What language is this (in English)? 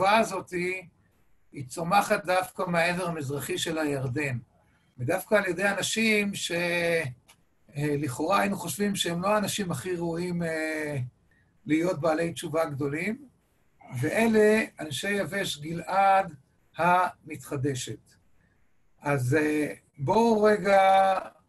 Hebrew